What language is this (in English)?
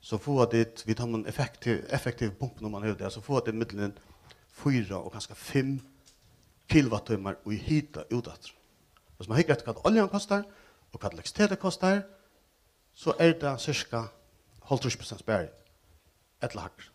Faroese